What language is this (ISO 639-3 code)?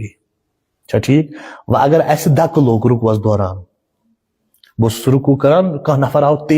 kas